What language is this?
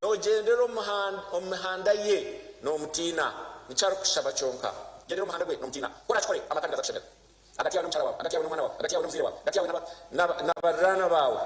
Nyankole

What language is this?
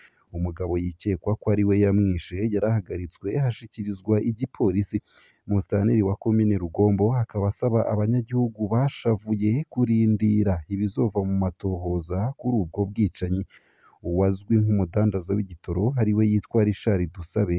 Rundi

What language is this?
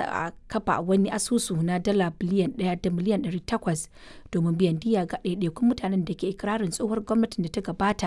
Hausa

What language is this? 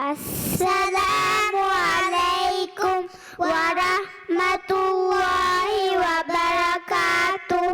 Divehi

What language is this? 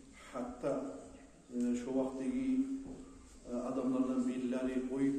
Kumyk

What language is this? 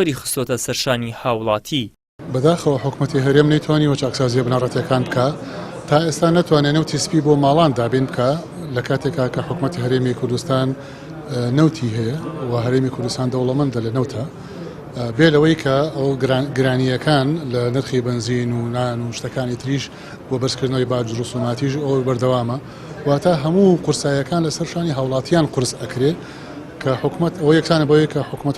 Central Kurdish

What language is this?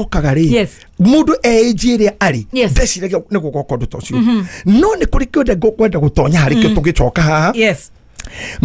Kikuyu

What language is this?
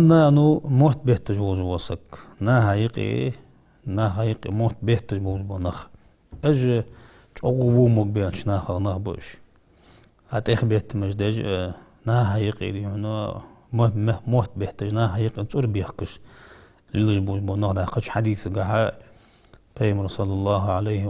Ingush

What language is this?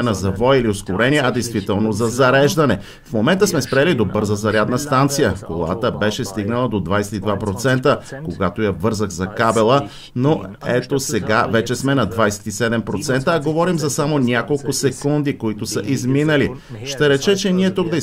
Bulgarian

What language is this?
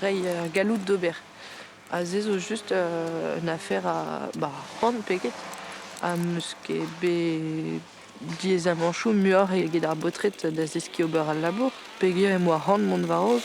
Breton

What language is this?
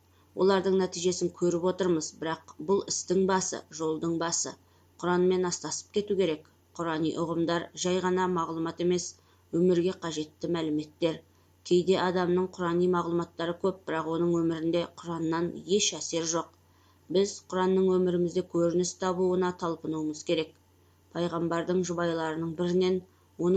Kazakh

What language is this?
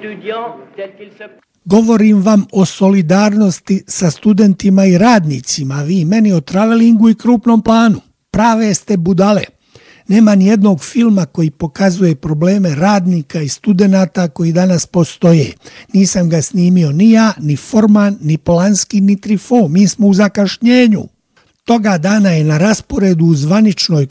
Bosnian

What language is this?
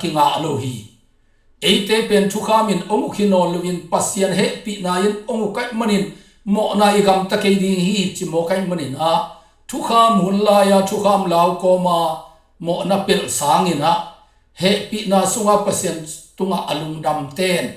Tedim Chin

